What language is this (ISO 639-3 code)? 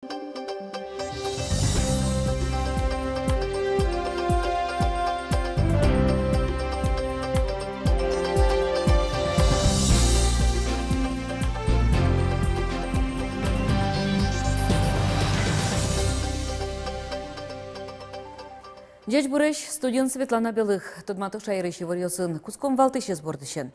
udm